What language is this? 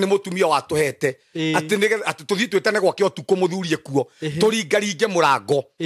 Kikuyu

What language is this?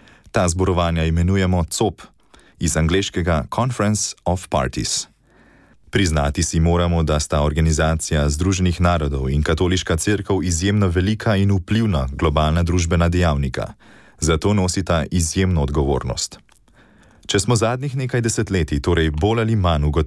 Slovenian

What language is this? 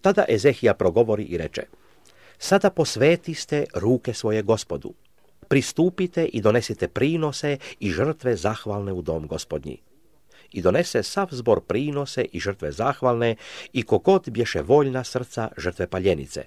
Serbian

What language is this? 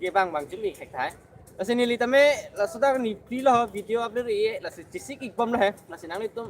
Karbi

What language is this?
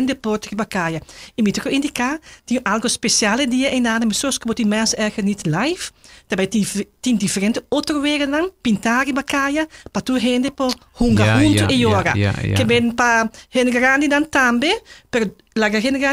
Papiamento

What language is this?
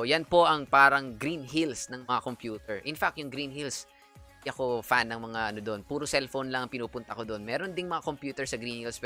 Filipino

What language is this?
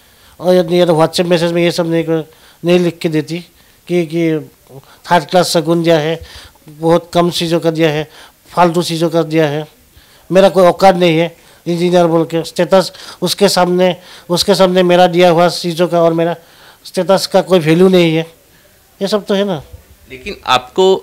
Hindi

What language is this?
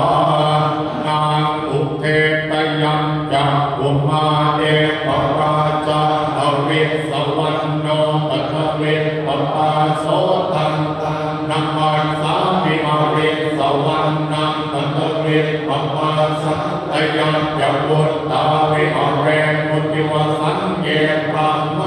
Pali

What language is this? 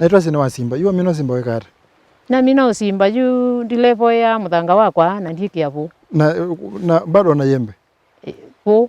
Kamba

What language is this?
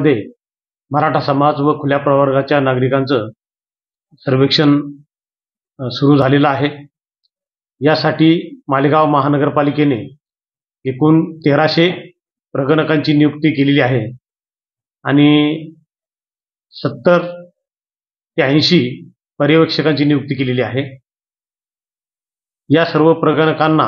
Marathi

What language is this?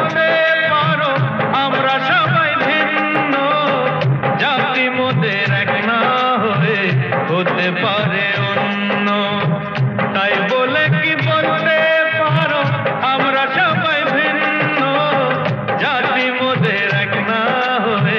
Bangla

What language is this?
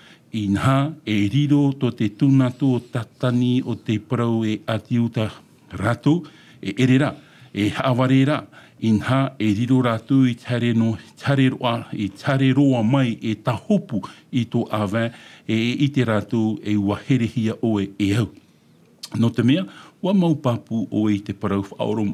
Tahitian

